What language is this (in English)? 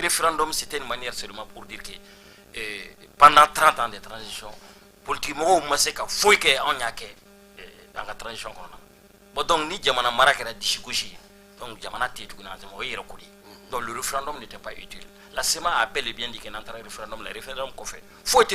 Bambara